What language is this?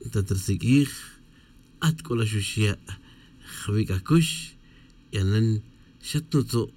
Tz'utujil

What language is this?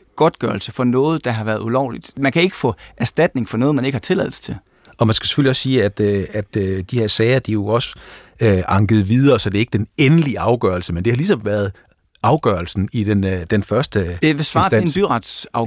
Danish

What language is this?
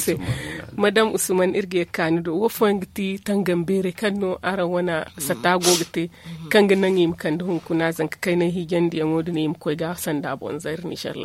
Zarma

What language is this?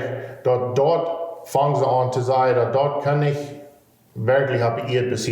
Plautdietsch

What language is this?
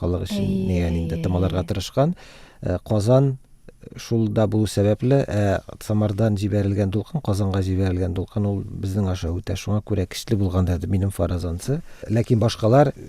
Tatar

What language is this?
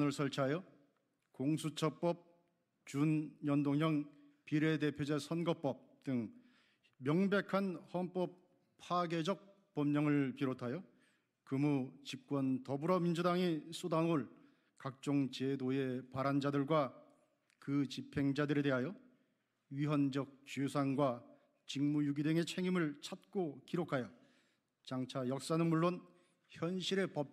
Korean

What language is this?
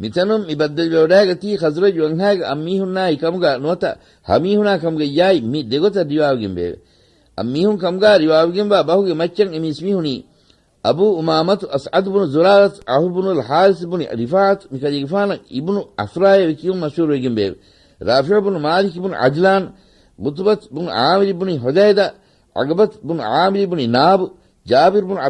Divehi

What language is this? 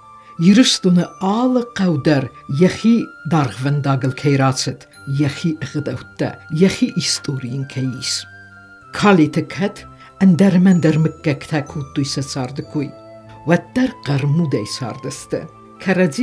Ossetic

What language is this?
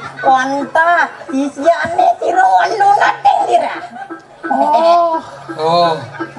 Balinese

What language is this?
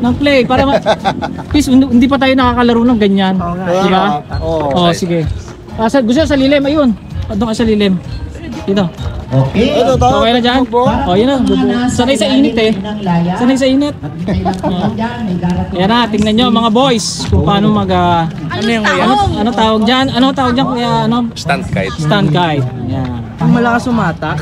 Filipino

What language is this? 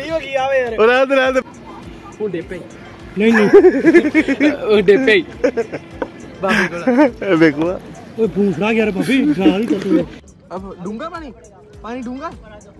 Punjabi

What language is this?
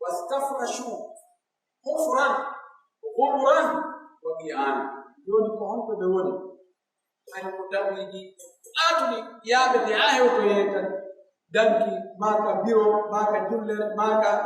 Pular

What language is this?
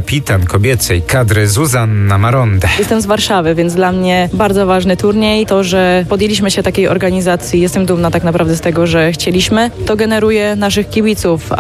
Polish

